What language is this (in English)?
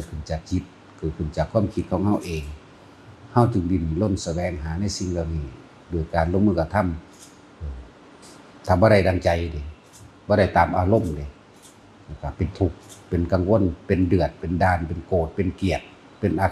Northeastern Thai